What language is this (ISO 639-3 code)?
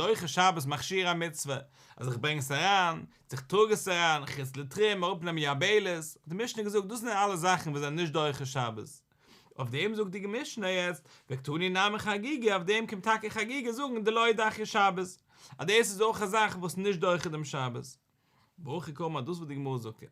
yid